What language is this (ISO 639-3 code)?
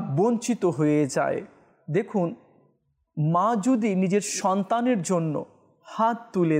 ben